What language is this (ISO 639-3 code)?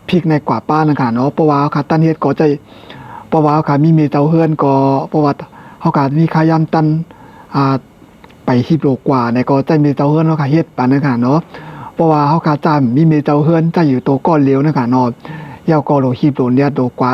shn